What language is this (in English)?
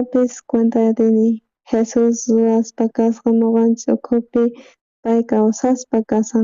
South Bolivian Quechua